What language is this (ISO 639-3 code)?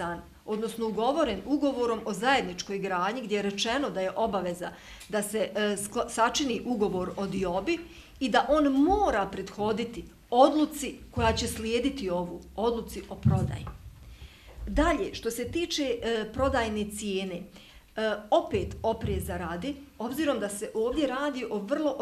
bos